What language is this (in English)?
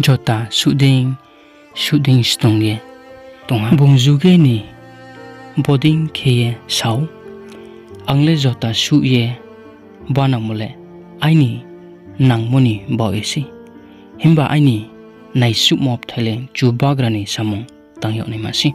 Riang (India)